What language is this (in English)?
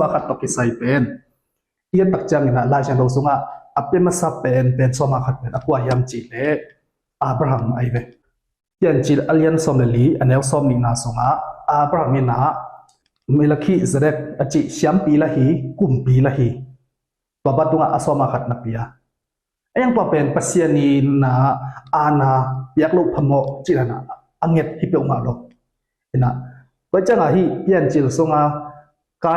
Tedim Chin